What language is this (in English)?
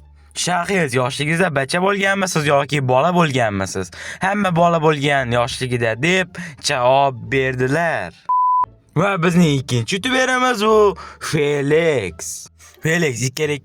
Uzbek